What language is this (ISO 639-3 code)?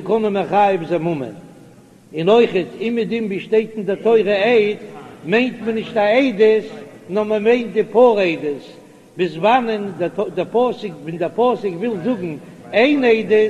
yid